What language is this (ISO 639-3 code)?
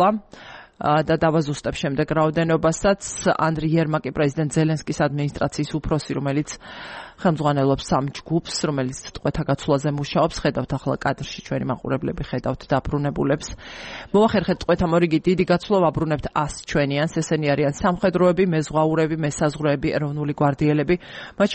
kat